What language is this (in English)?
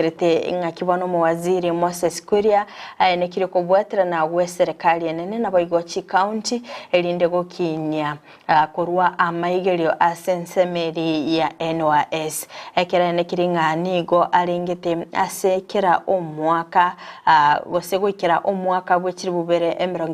Gusii